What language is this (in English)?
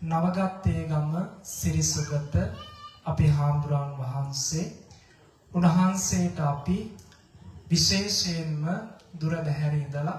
Sinhala